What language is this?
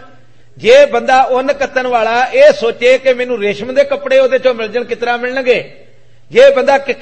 Punjabi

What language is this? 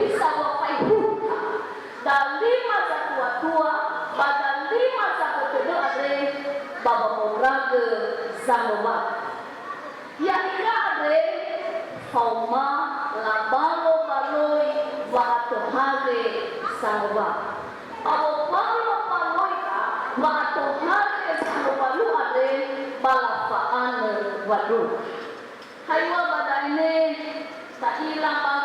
Nias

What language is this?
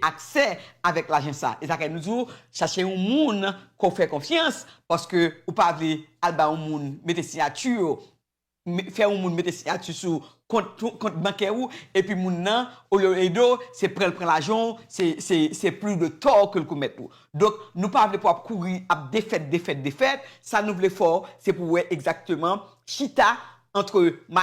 Haitian Creole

